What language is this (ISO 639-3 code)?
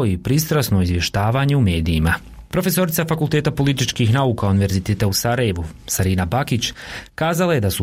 bos